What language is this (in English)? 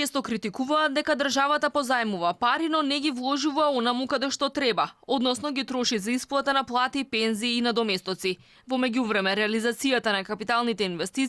Macedonian